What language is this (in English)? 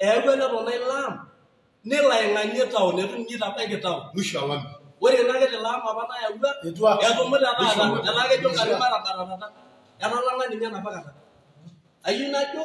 Masai